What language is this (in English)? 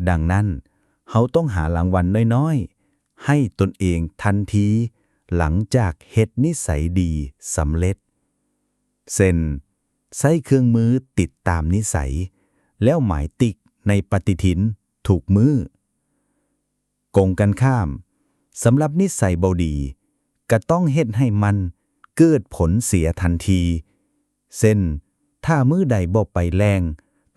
Lao